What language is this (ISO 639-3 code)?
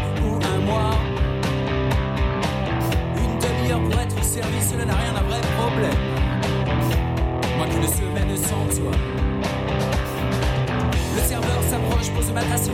fra